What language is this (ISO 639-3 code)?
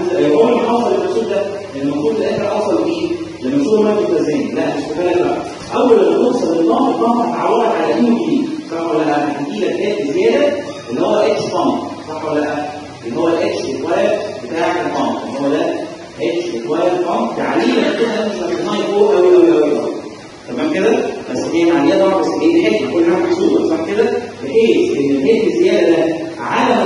arz